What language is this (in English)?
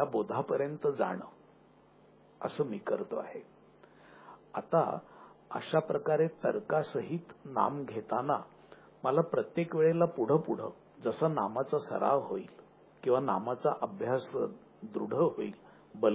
Marathi